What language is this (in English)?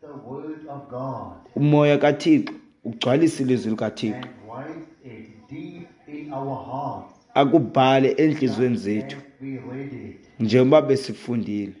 Xhosa